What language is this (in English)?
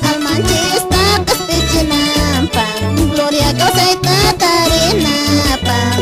Quechua